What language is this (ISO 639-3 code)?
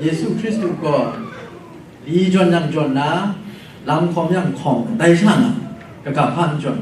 kac